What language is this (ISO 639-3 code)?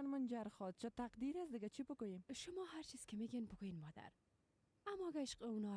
fas